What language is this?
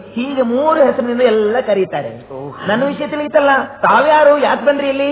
Kannada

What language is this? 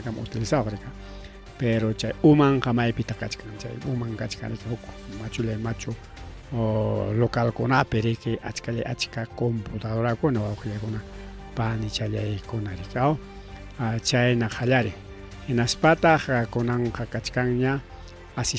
Ayacucho Quechua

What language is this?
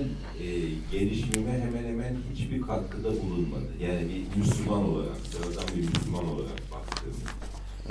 Turkish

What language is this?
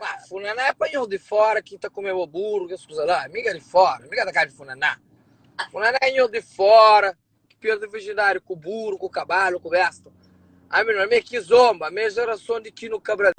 Kabuverdianu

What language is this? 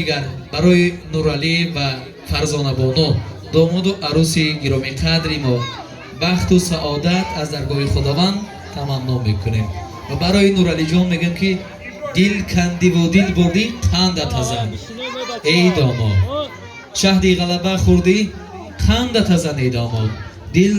Tajik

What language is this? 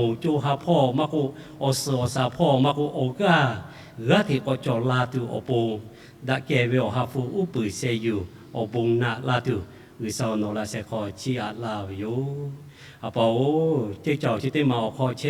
Lahu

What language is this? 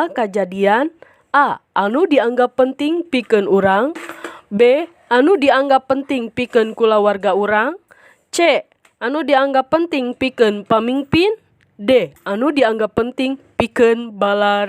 Sundanese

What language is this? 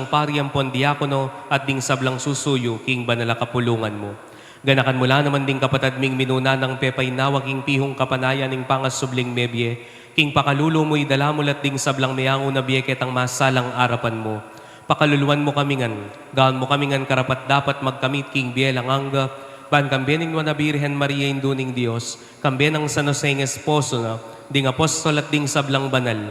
Pampanga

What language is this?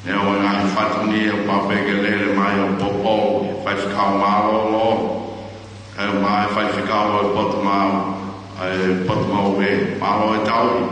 Tongan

